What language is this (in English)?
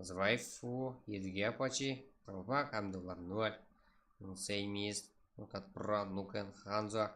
Kara-Kalpak